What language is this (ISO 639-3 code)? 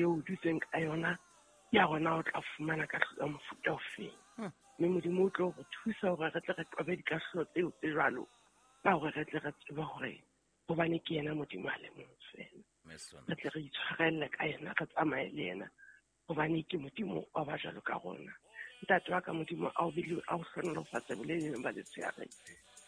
sot